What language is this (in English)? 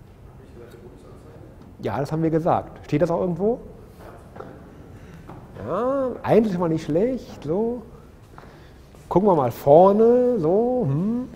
German